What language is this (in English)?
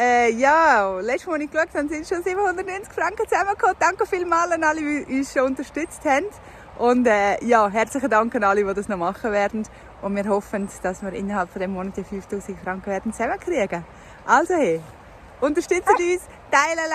Swiss German